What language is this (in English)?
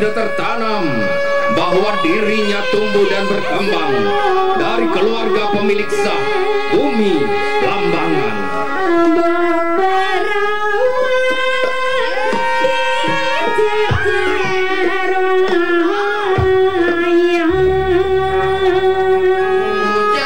Indonesian